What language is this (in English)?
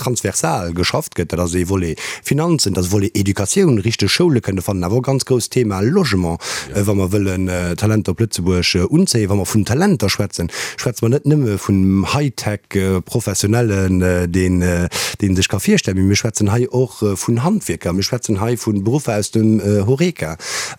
Luxembourgish